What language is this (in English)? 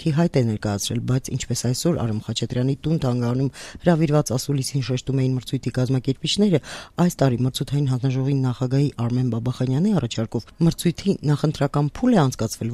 Armenian